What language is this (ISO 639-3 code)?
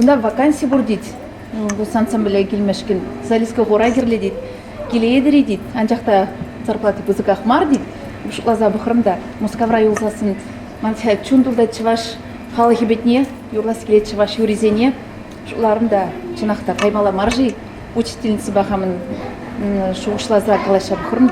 chv